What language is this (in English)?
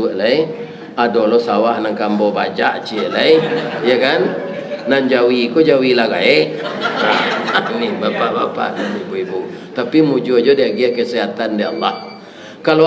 Minangkabau